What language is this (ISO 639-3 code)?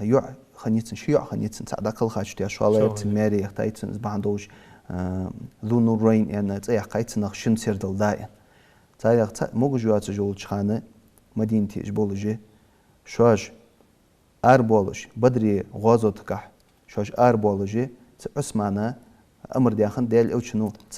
inh